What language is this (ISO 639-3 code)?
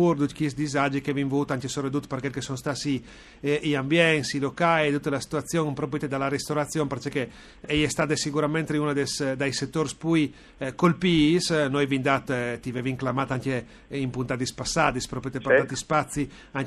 fur